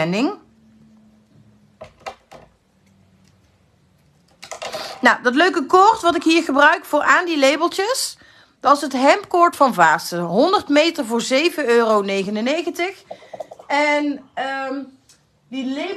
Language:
Dutch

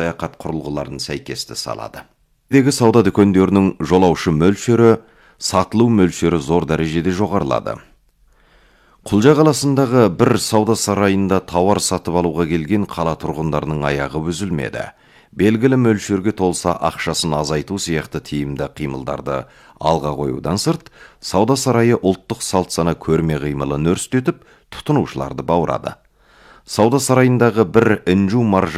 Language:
Kazakh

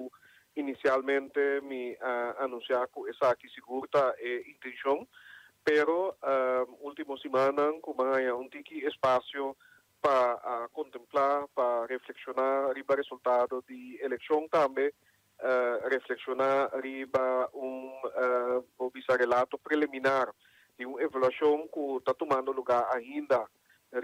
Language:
Papiamento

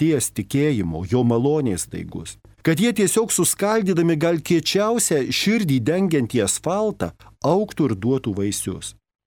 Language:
Lithuanian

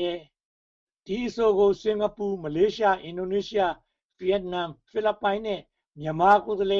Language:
Burmese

